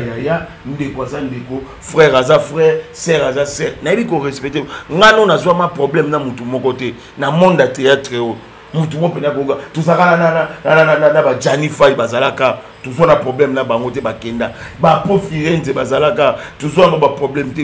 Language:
Lingala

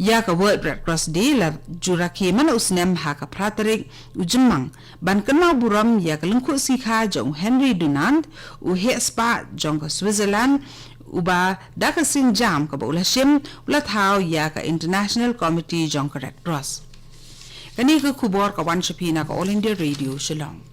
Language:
Khasi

